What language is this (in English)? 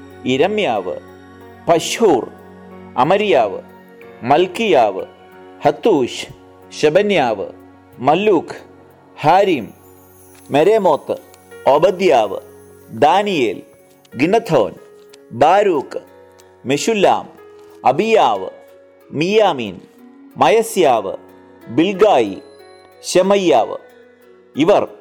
Malayalam